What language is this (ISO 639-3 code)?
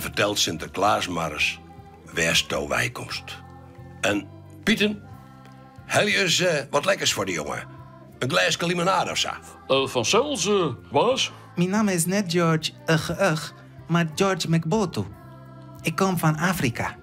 fry